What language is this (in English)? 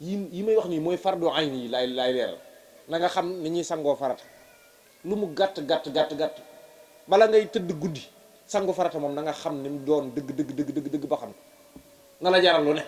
Wolof